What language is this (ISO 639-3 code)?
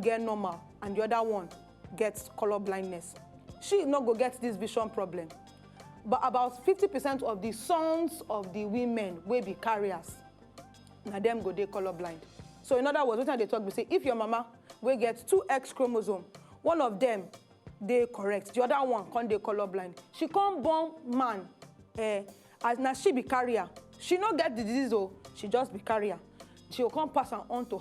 pcm